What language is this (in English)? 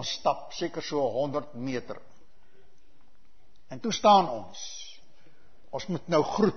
Afrikaans